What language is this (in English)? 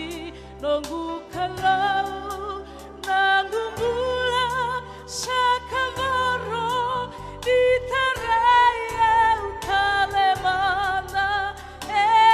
Fijian